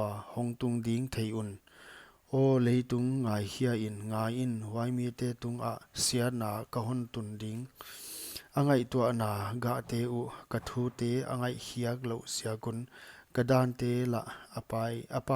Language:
Paite Chin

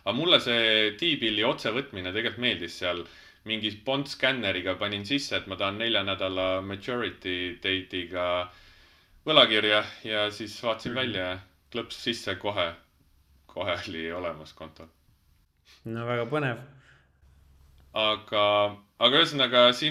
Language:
Estonian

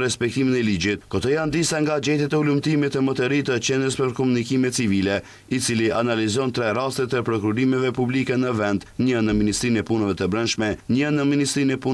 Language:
Albanian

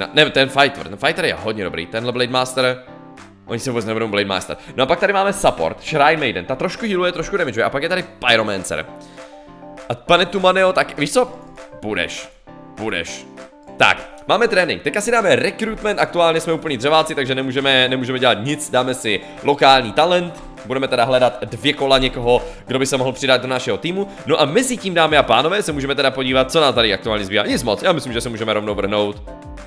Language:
Czech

